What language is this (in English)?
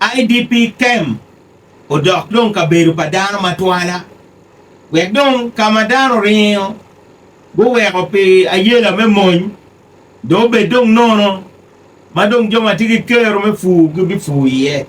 Acoli